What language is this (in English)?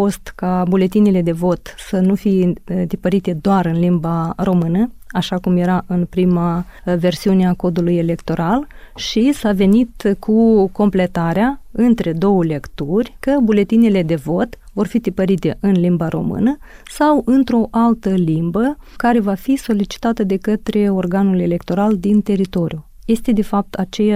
Romanian